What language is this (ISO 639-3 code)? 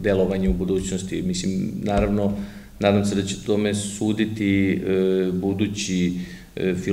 srp